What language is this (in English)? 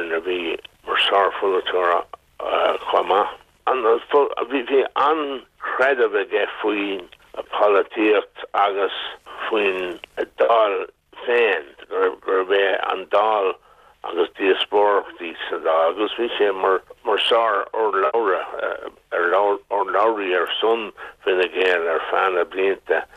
Irish